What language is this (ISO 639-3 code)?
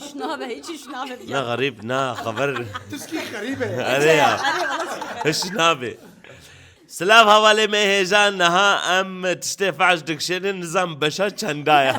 kur